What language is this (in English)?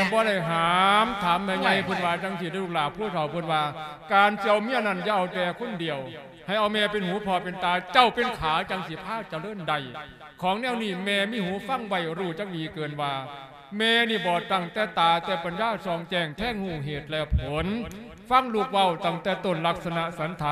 Lao